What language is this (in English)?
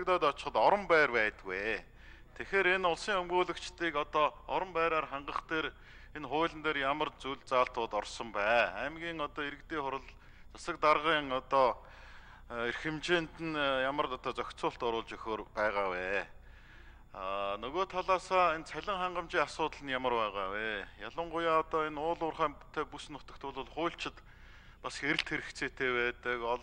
Mongolian